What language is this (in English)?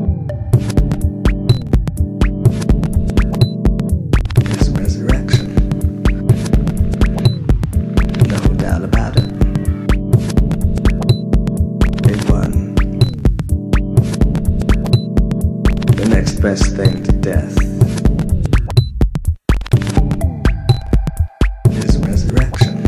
English